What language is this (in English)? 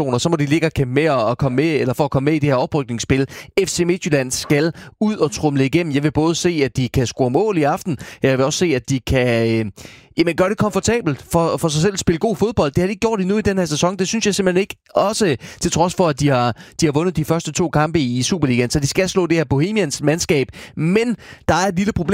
Danish